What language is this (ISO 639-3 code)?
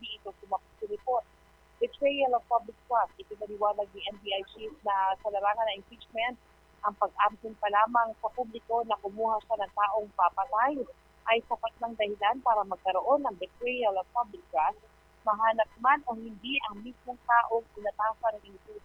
fil